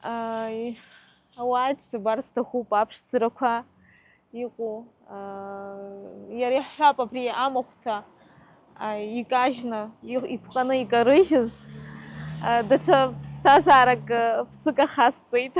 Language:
Abkhazian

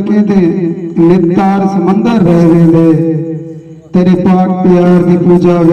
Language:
Saraiki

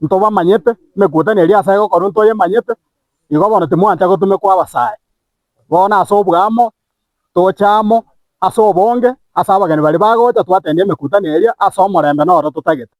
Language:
Gusii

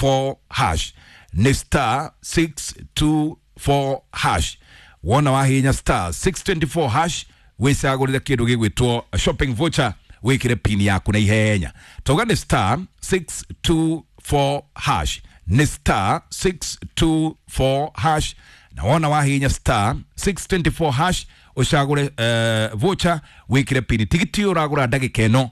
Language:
Kikuyu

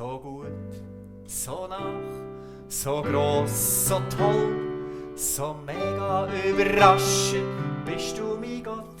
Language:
Swiss German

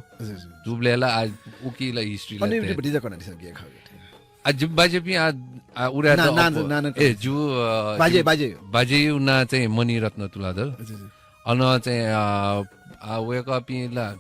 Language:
Newari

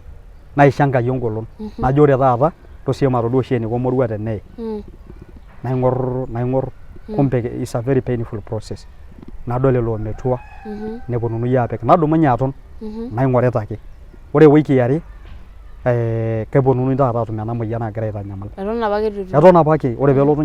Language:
Masai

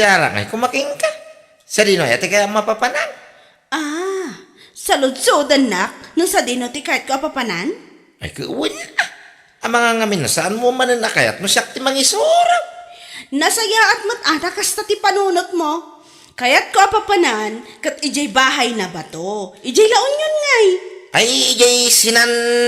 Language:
Iloko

